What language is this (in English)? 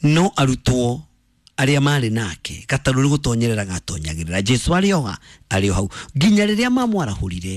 Kikuyu